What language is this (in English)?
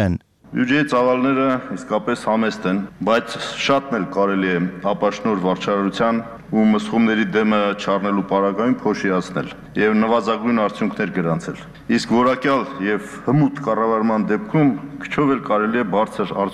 Armenian